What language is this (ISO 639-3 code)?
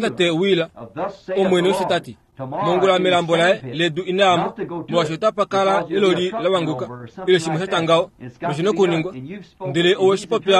kua